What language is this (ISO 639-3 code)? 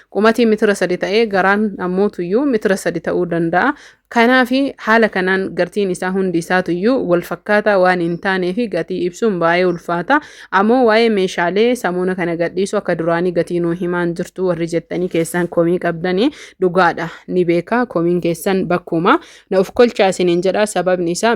orm